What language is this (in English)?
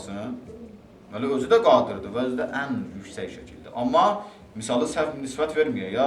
Azerbaijani